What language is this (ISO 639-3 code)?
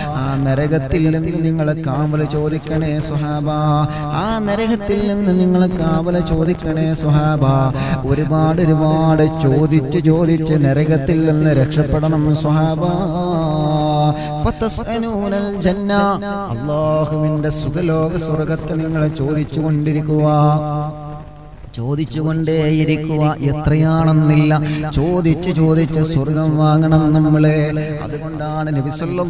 mal